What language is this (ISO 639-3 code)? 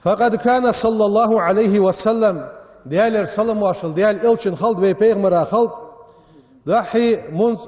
inh